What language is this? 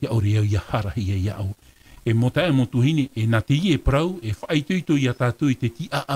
Tahitian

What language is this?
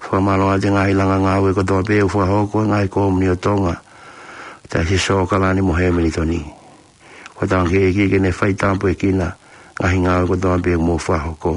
Tongan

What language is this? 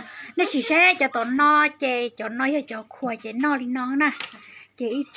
Hmong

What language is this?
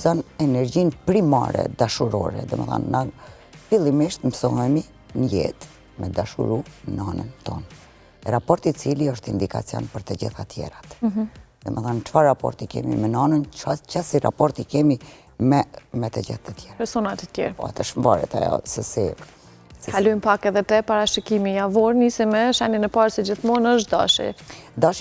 Albanian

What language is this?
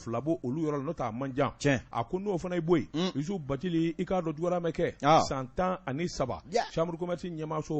Bambara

